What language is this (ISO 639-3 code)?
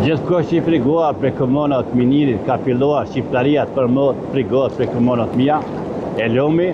sqi